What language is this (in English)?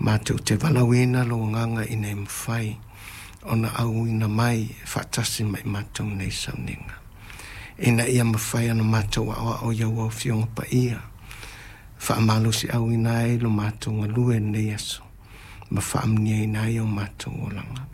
Samoan